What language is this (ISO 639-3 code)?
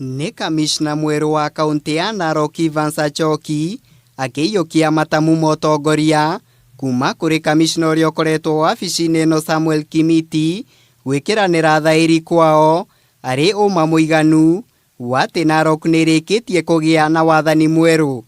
kik